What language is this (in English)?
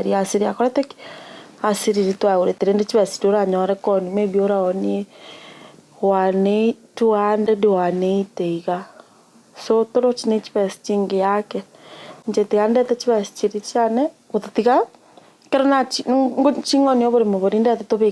Gusii